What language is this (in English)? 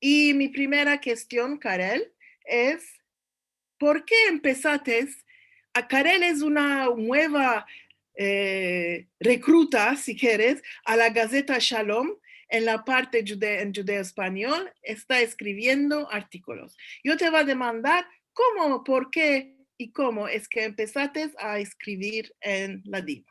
Ladino